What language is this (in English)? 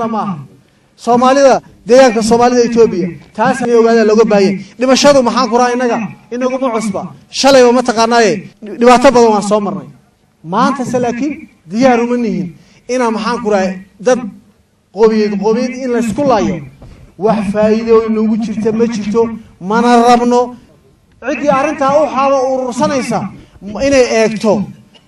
Somali